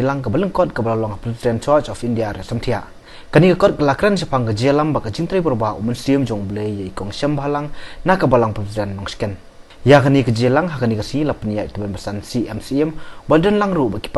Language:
Khasi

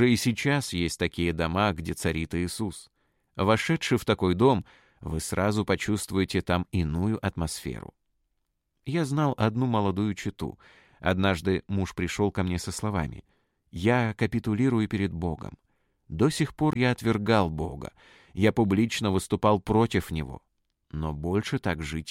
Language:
Russian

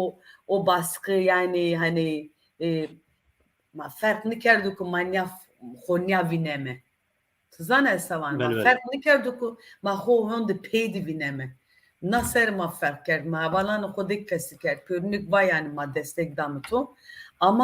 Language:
Zaza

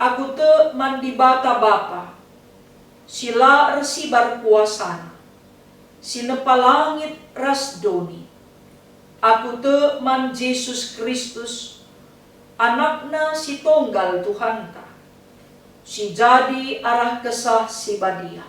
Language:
Batak Karo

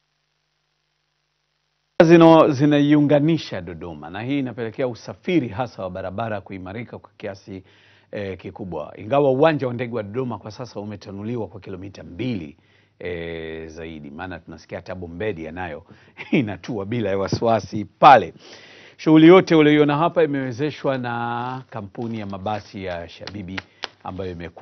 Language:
Swahili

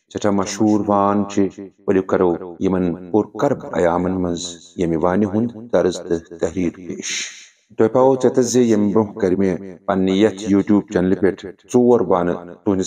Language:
Kashmiri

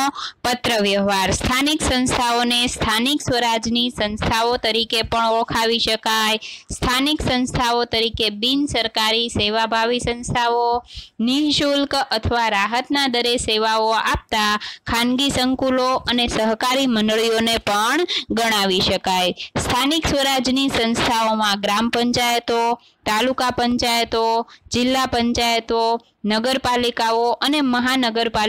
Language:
Gujarati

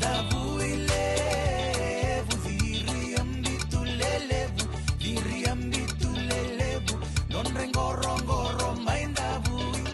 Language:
Fijian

